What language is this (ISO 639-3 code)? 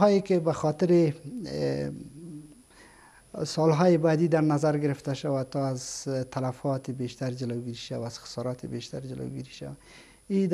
fas